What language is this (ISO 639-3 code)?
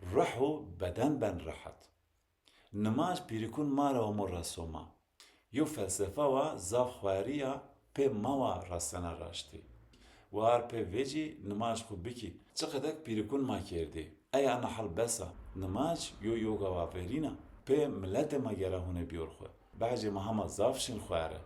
zza